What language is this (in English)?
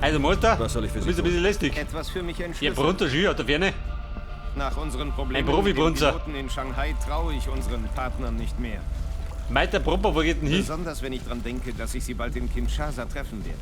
Bavarian